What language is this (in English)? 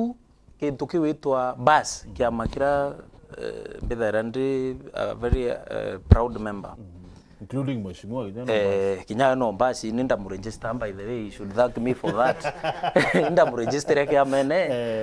Meru